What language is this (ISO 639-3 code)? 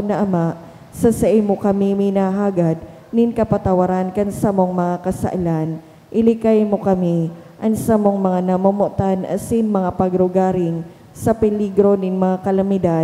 bik